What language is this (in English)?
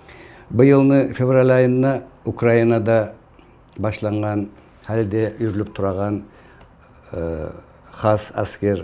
Kumyk